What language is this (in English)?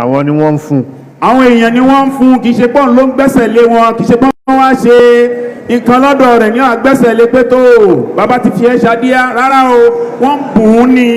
Yoruba